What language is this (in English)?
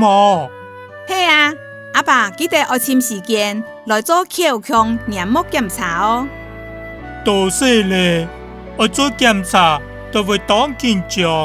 Hakka Chinese